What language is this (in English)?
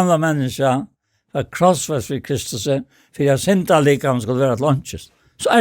Faroese